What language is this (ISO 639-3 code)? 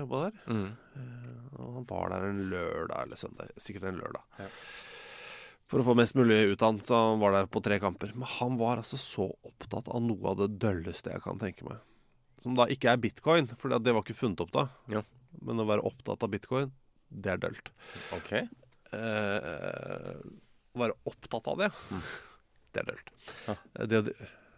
nor